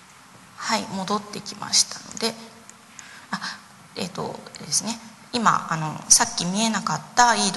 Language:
Japanese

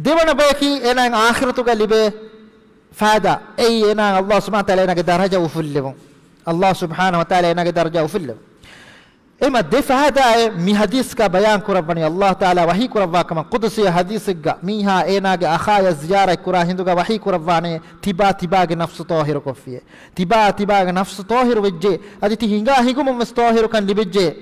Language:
Divehi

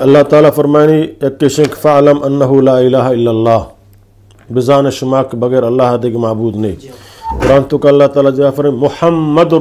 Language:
Eastern Balochi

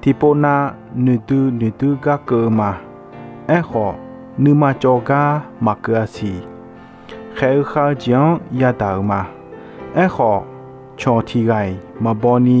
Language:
Akha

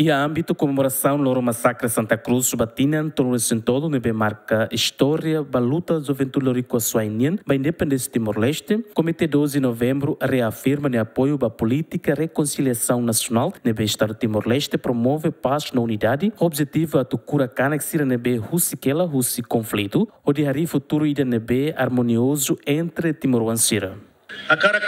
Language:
Tetum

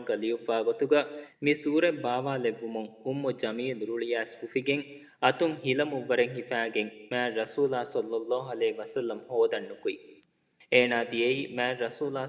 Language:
Divehi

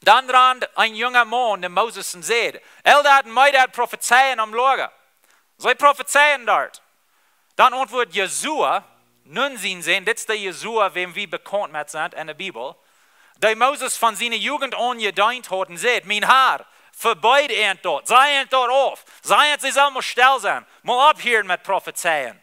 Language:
Plautdietsch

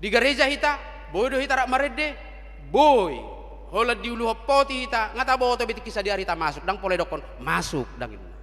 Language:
Batak Toba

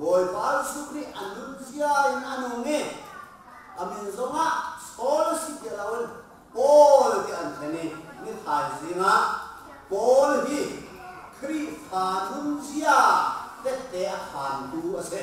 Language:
Hakha Chin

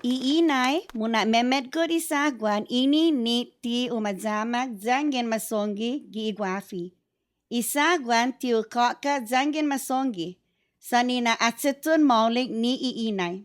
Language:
Chamorro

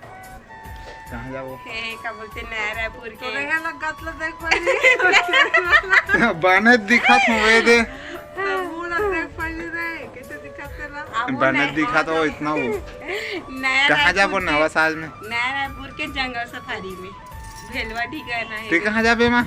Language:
Chhattisgarhi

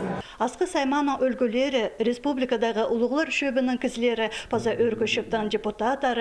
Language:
Khakas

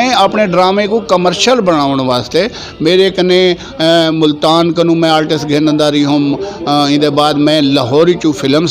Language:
Saraiki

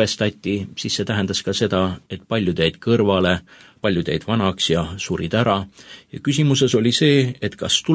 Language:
Estonian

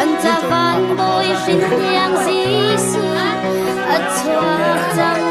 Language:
Hakha Chin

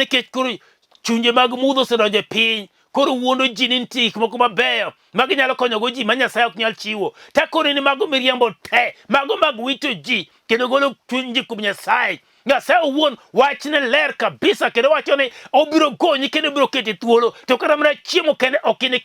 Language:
Luo (Kenya and Tanzania)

